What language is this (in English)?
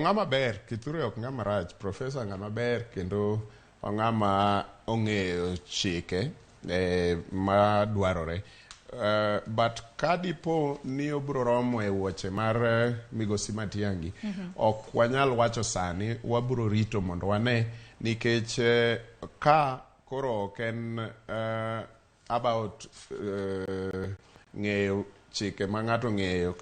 Luo (Kenya and Tanzania)